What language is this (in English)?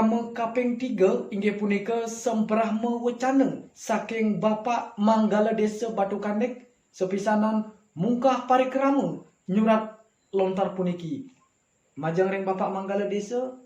Balinese